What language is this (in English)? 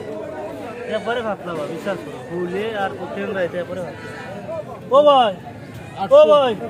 Sylheti